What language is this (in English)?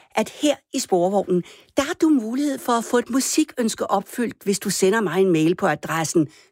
Danish